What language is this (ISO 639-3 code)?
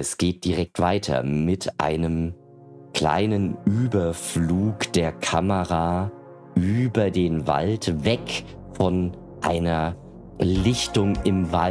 deu